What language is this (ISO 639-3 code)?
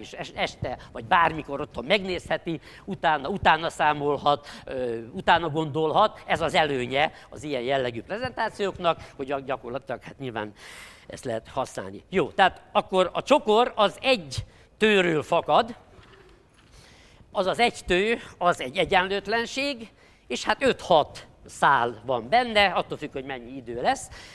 hun